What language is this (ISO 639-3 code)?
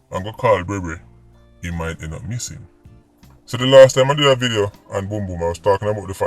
jam